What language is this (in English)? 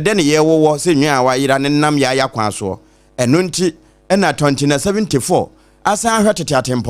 Akan